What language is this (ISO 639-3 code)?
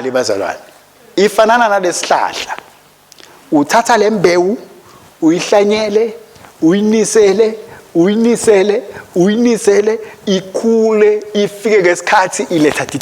ssw